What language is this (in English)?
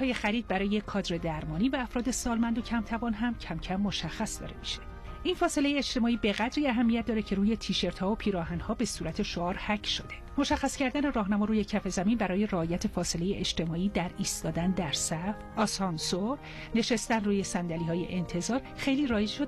Persian